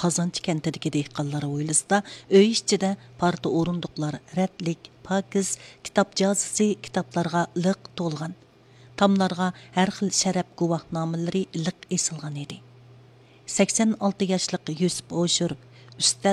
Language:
Uyghur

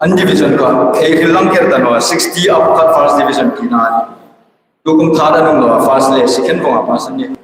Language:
Hmar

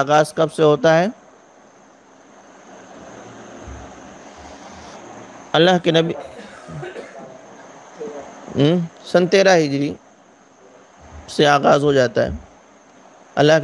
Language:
Urdu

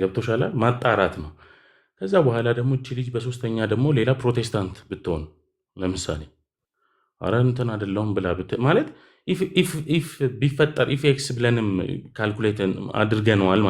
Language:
Amharic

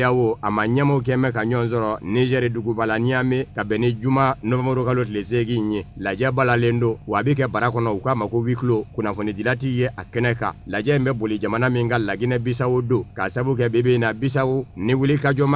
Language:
Bambara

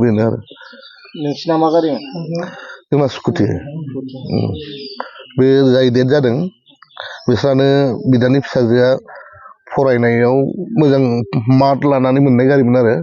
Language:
Bodo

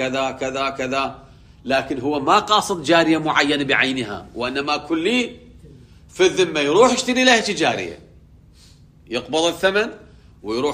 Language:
Arabic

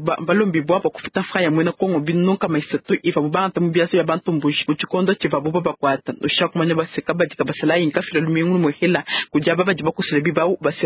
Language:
Luba-Lulua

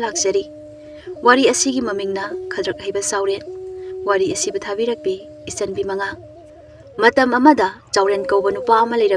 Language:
Manipuri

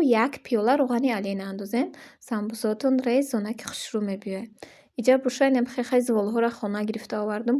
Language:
Tajik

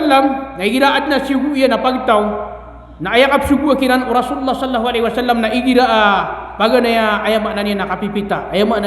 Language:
Maranao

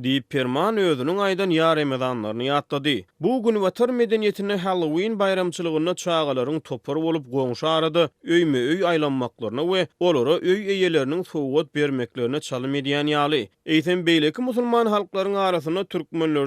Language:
Turkmen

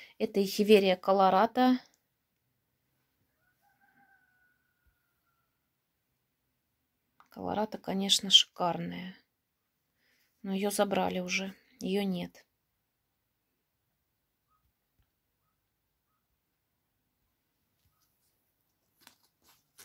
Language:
Russian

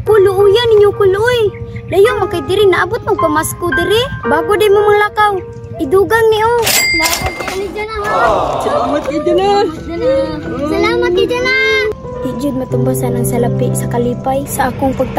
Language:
Cebuano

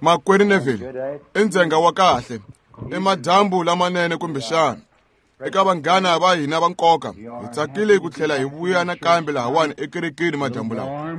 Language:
Tsonga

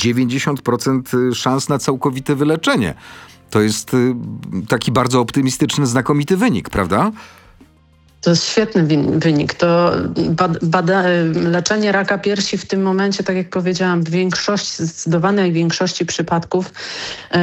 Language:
Polish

